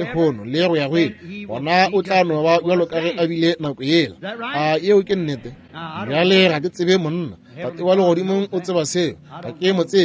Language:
Northern Sotho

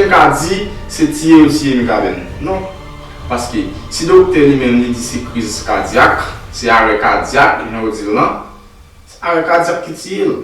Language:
Haitian Creole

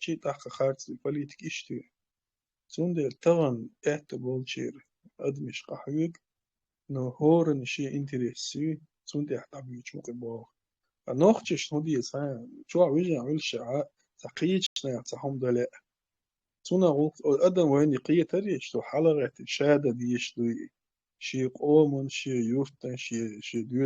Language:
Chechen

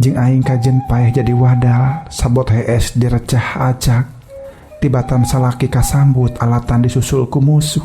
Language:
Sundanese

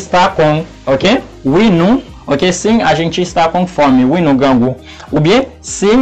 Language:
Haitian Creole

